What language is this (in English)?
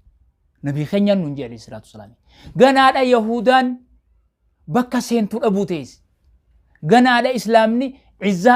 Oromo